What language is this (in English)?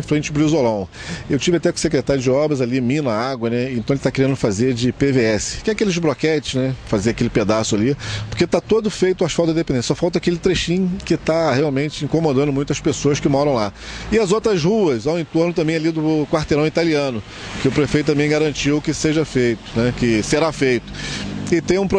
Portuguese